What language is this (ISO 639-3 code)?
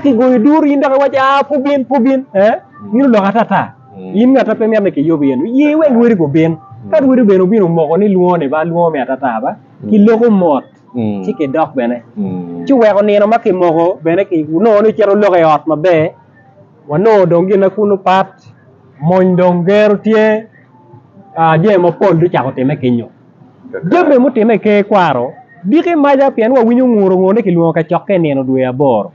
ach